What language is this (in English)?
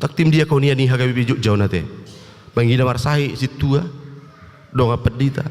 Batak Toba